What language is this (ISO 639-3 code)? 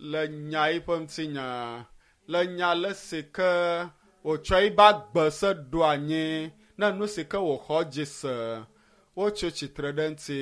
ewe